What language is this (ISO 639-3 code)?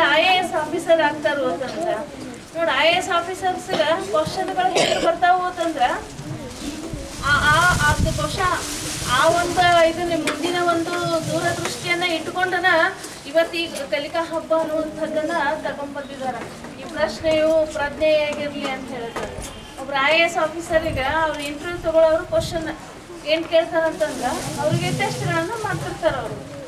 kan